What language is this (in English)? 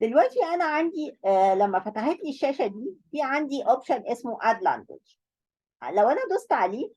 Egyptian Arabic